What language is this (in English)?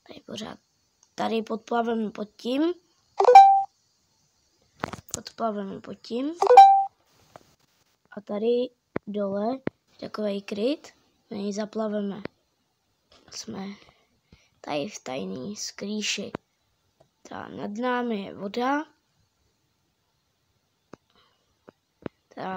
Czech